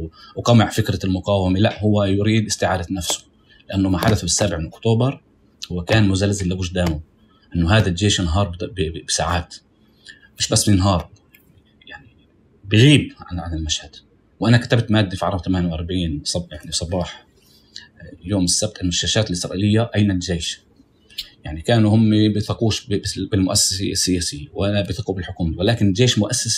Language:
North Levantine Arabic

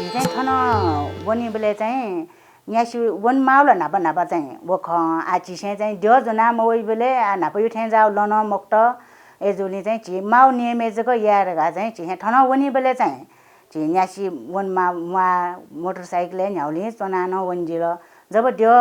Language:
Newari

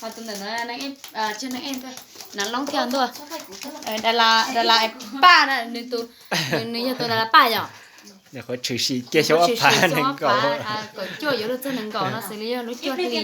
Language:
Hmong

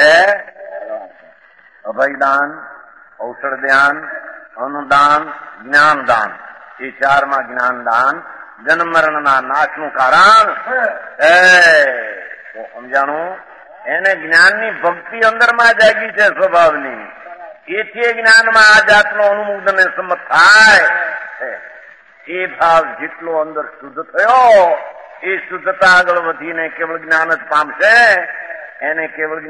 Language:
Gujarati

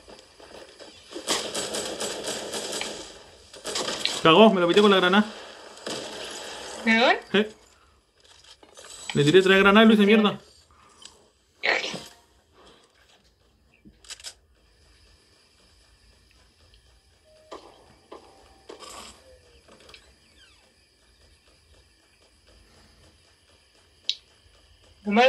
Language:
Spanish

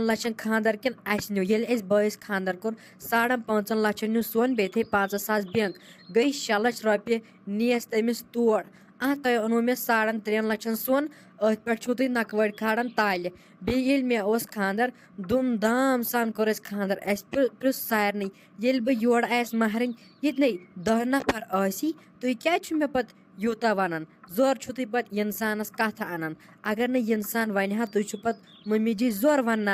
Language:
Kashmiri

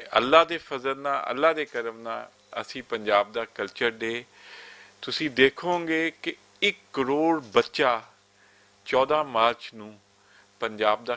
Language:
Western Panjabi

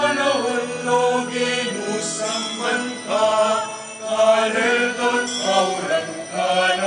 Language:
Pampanga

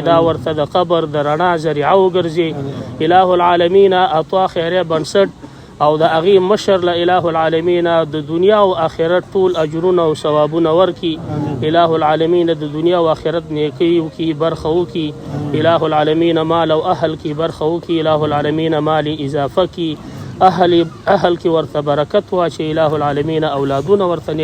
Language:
Pashto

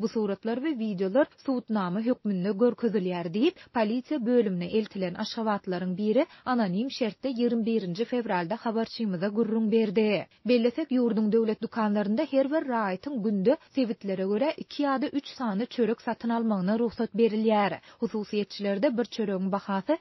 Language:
Turkmen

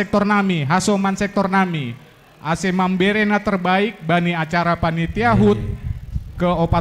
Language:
Batak Simalungun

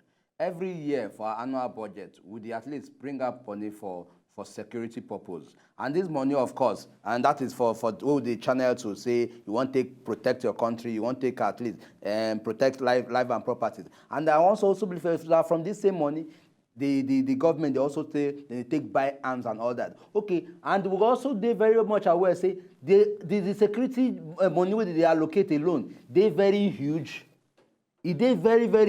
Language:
Nigerian Pidgin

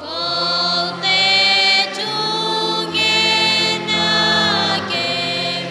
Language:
Tedim Chin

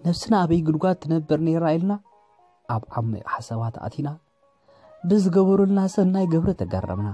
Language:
Tigrinya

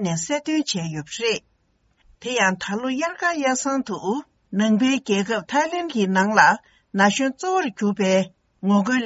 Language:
Tibetan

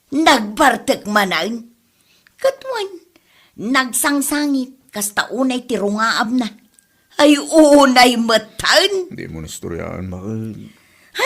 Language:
Iloko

